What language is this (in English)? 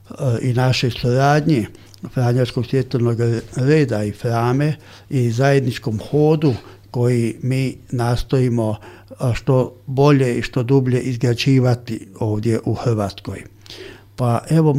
Croatian